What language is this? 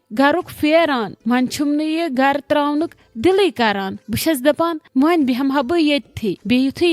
Kashmiri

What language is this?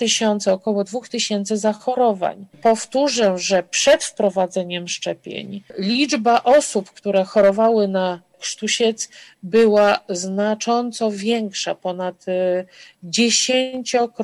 Polish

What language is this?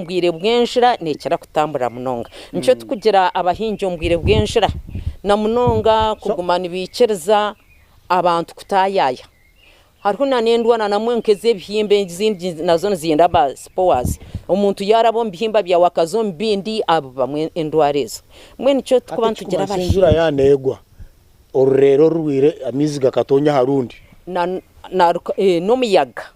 Nyankole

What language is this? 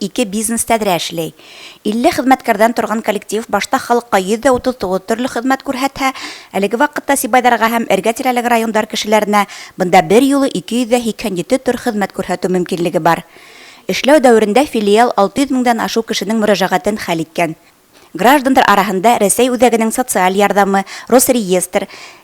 Bashkir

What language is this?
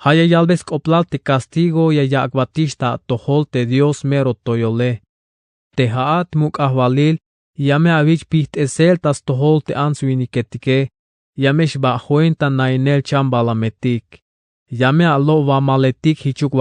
Tzeltal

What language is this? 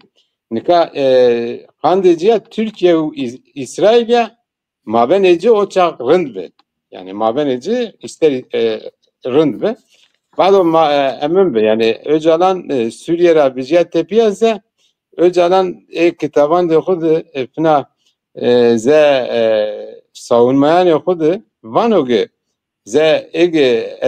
Zaza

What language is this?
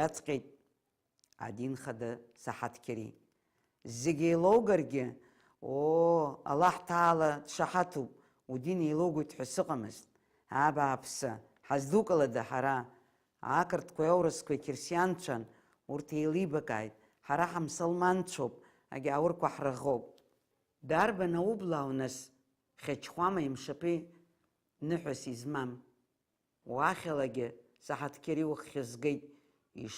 Abkhazian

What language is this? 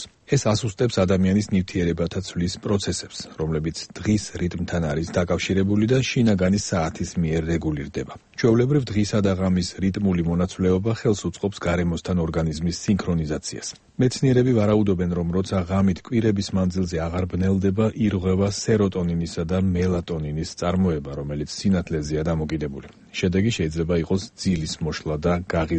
Georgian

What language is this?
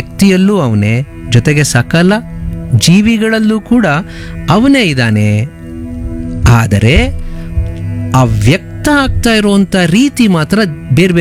Kannada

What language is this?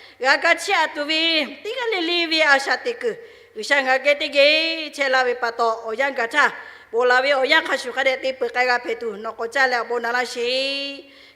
Lahu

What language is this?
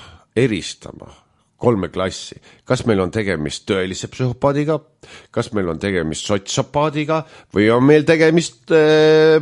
Estonian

